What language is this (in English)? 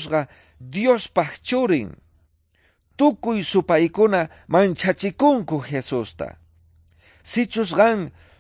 South Bolivian Quechua